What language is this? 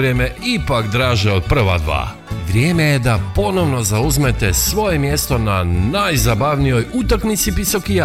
Croatian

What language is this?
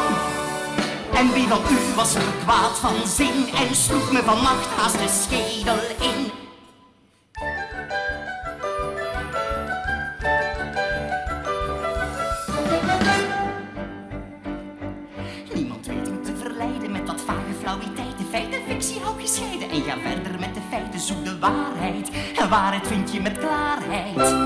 Dutch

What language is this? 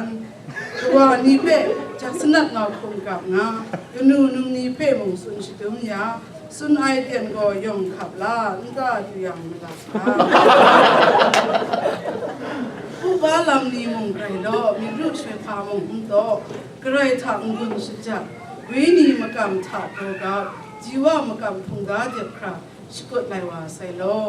Kachin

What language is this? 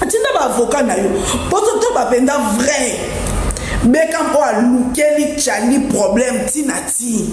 Lingala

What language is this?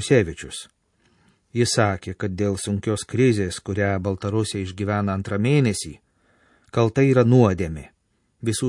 Lithuanian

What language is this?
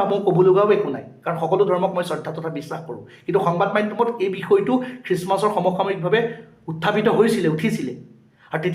Assamese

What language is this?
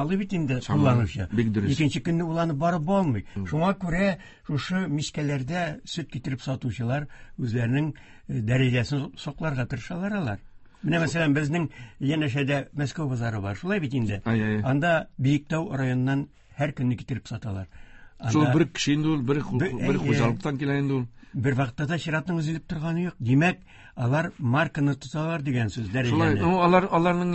Tatar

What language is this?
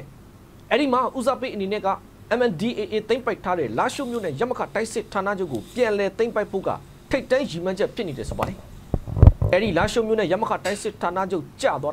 Burmese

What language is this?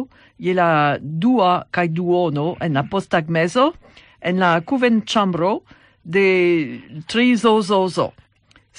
Esperanto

